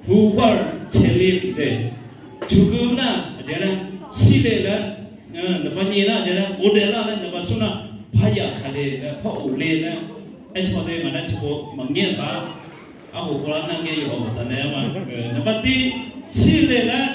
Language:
Akha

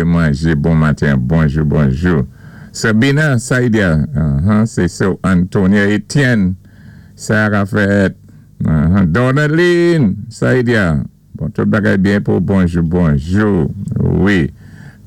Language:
Saint Lucian Creole French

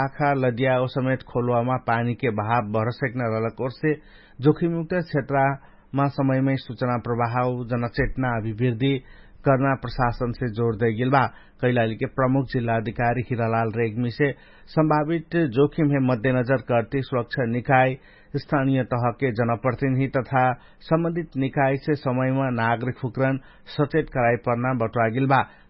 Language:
Dangaura Tharu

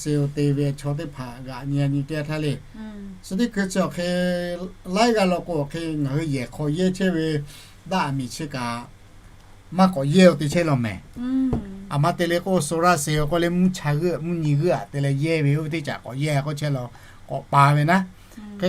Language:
Lahu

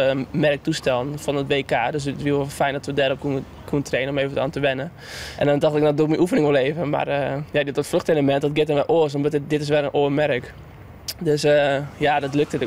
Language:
Western Frisian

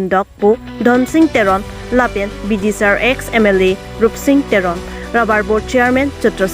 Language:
Karbi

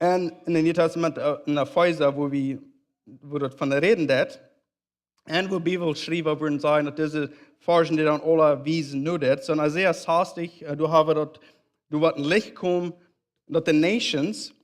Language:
Plautdietsch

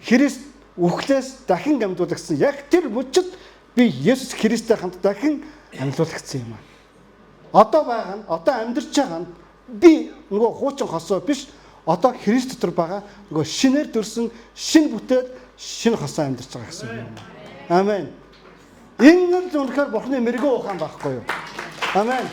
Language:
Mongolian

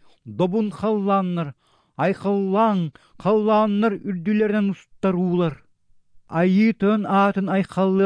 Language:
Yakut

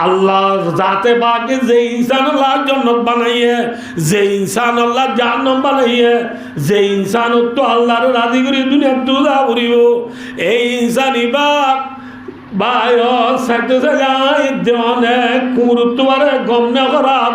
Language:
Rohingya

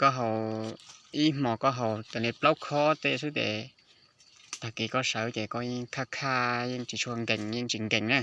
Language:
Hmong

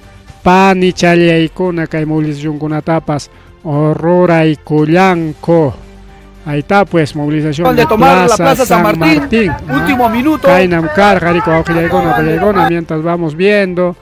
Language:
Ayacucho Quechua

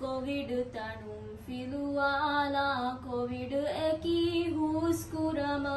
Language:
Divehi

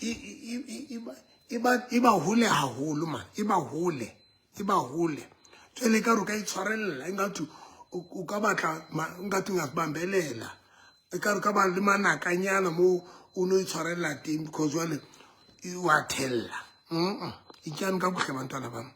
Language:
Southern Sotho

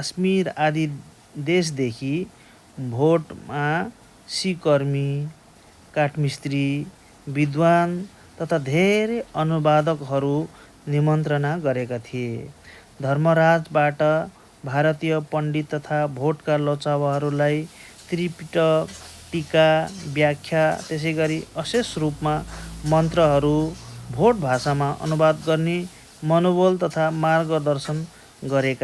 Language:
Nepali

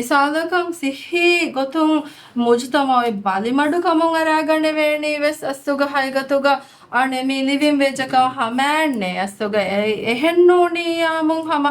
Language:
Divehi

